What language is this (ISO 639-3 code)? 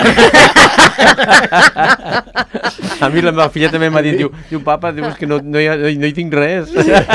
cat